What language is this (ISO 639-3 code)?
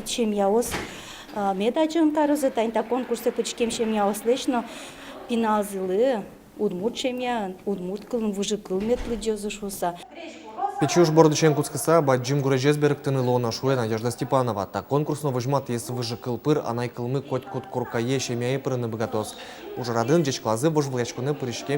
udm